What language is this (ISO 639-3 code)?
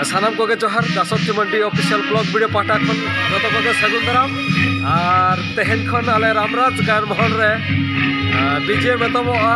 sat